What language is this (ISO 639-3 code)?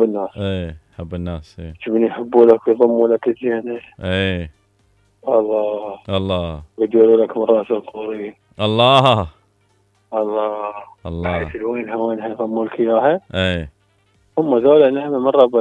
acm